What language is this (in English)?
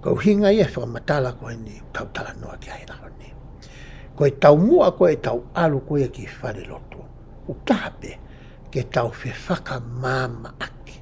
Tongan